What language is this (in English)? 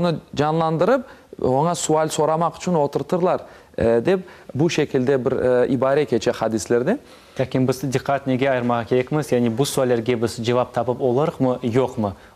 Crimean Tatar